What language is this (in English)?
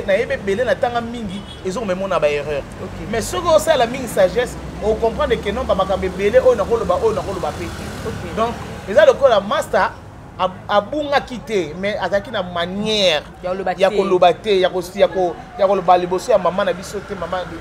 Lingala